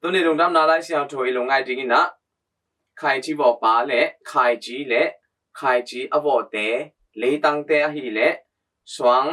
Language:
Tedim Chin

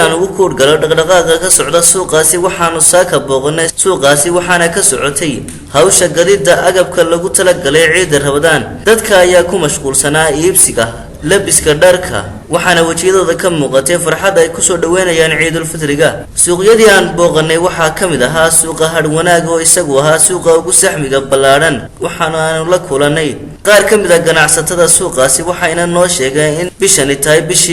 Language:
Somali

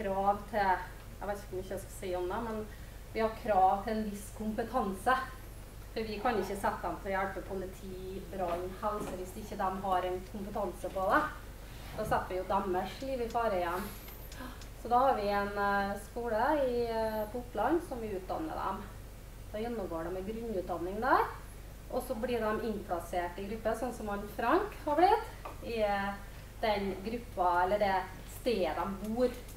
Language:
Norwegian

